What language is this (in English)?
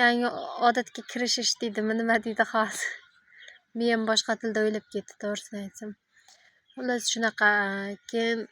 Uzbek